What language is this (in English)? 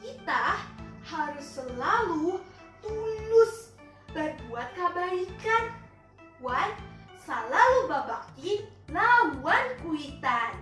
Banjar